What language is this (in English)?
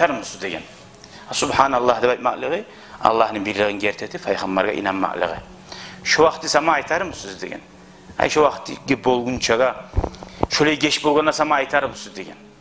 Kumyk